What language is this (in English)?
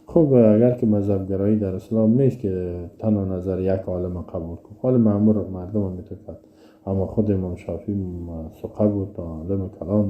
Tajik